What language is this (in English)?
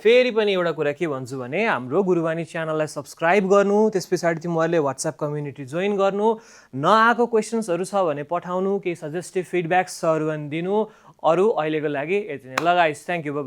Nepali